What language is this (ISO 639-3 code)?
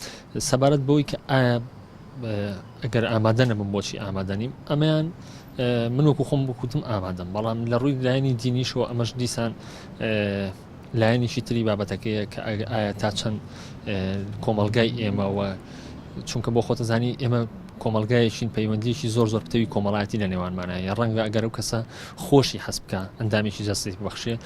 ckb